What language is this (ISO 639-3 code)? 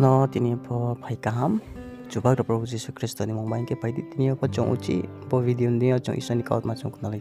ria